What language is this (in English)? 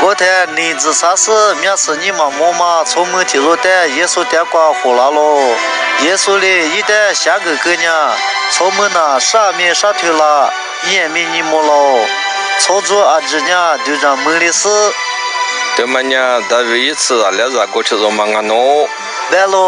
Lisu